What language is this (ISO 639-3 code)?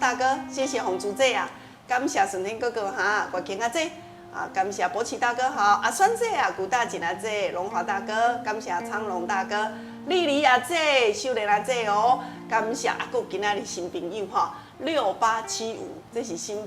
nan